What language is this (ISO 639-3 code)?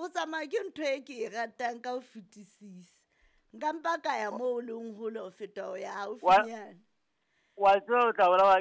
sot